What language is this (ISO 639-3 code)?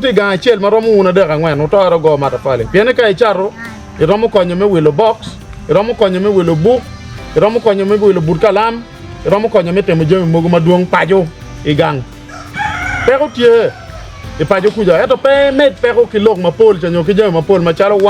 ach